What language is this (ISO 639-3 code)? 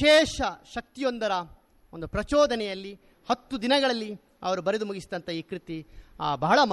kan